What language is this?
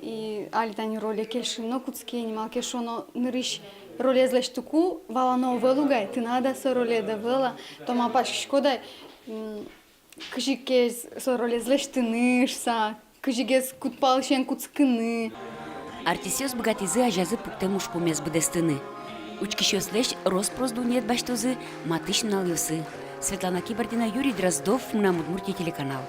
Udmurt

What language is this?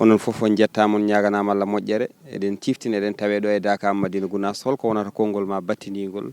Fula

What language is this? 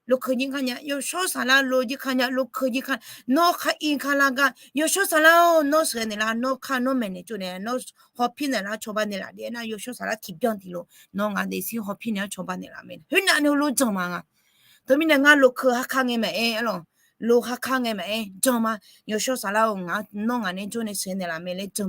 Akha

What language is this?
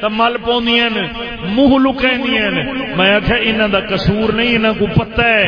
Saraiki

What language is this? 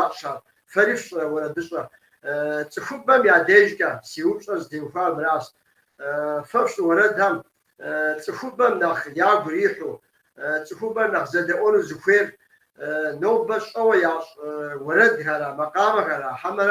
Kabardian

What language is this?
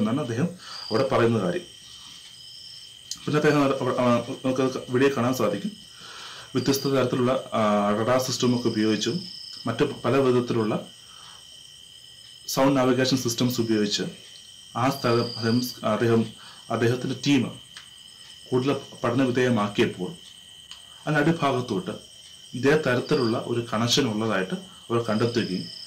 Malayalam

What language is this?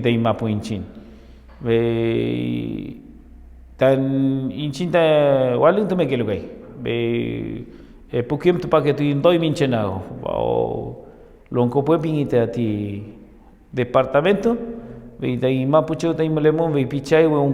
Mapuche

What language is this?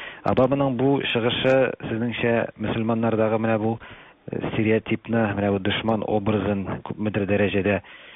Tatar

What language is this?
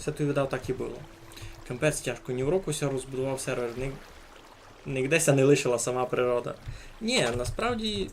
Rusyn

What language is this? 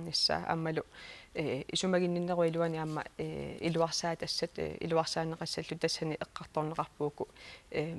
Kalaallisut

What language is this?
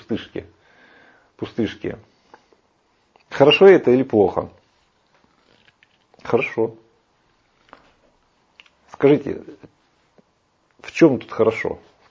Russian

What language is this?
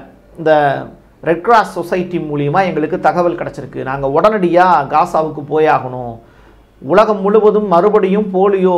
Tamil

